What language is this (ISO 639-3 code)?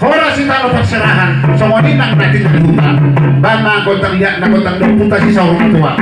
bbc